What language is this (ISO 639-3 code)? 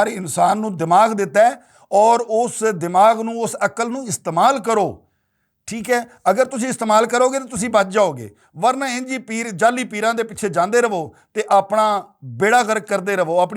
lah